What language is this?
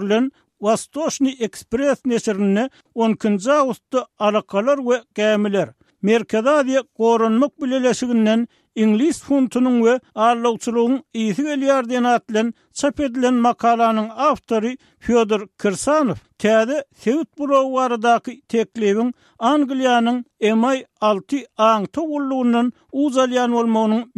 Turkmen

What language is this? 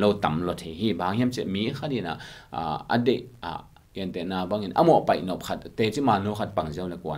Tedim Chin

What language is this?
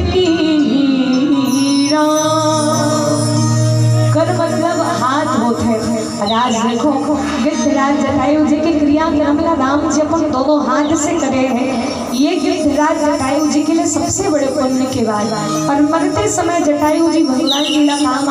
Chhattisgarhi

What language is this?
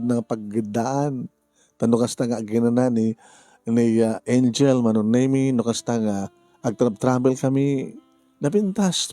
Iloko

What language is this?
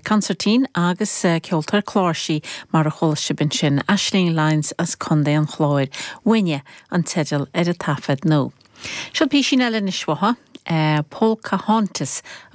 Irish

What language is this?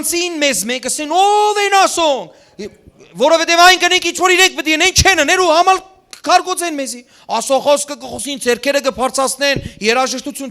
Western Armenian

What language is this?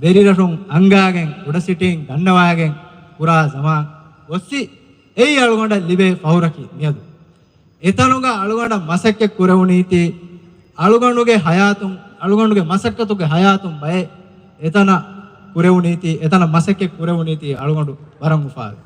Divehi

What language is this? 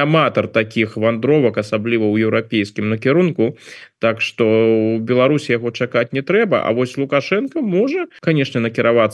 Belarusian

